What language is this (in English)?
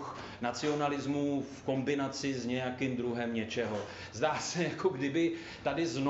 Czech